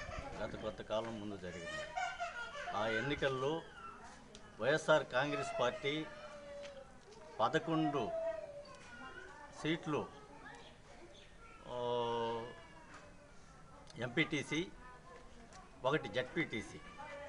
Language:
Telugu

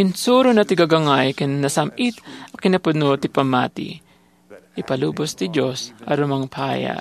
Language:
Iloko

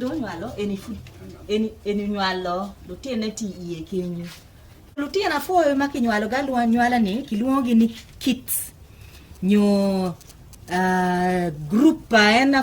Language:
Acoli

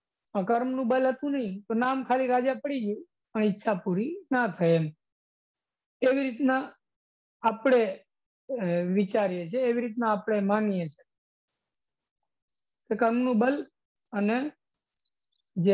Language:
Gujarati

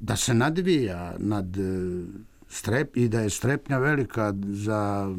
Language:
Serbian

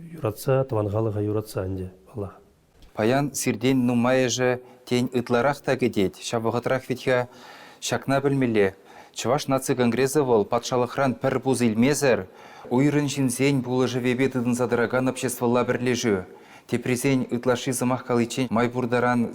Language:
Chuvash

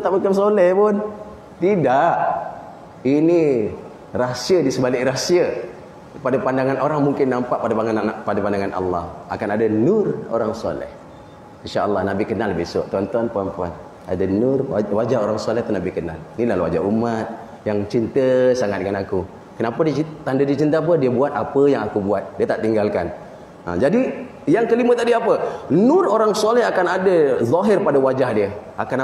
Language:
Malay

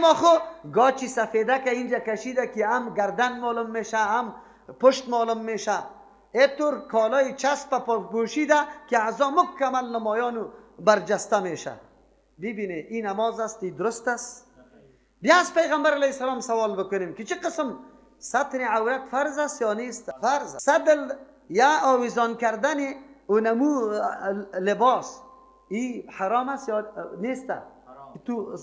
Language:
Persian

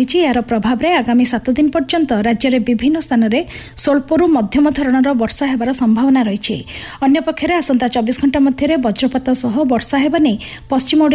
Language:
Odia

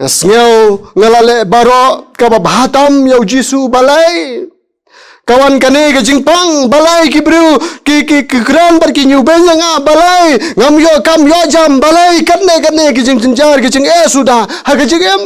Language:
Khasi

